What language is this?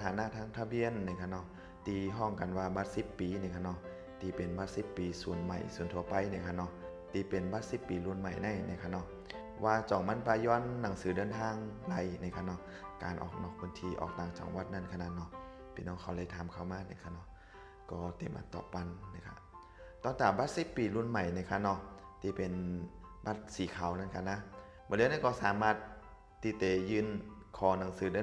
Shan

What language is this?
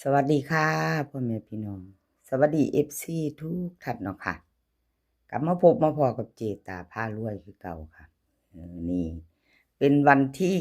Lao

